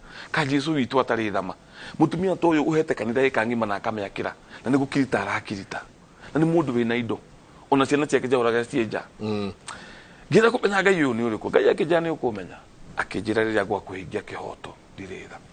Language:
Kikuyu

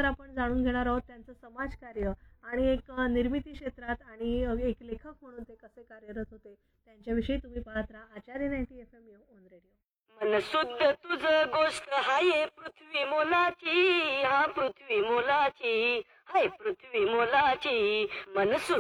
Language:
Marathi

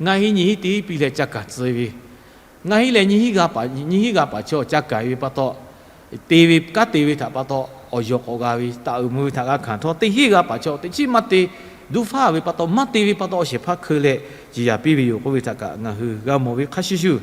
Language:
Lahu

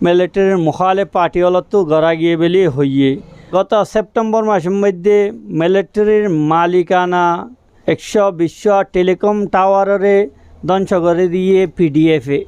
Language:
Rohingya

